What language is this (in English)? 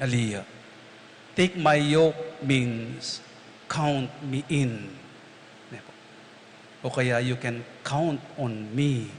Pampanga